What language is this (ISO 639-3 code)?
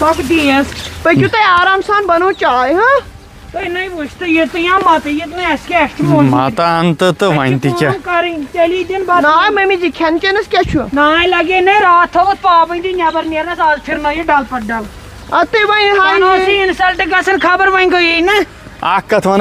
kas